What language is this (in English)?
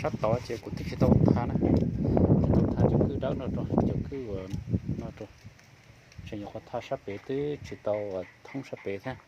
Hmong